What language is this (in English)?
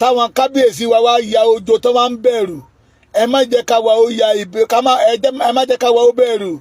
Yoruba